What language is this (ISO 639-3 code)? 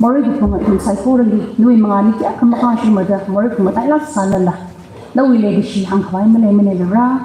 nmf